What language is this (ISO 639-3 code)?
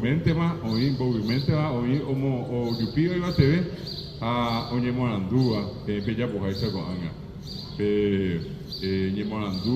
grn